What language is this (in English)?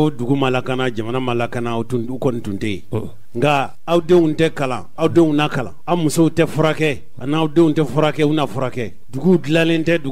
Bambara